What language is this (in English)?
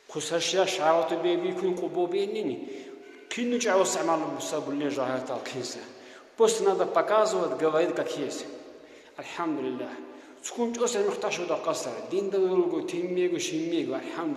Lak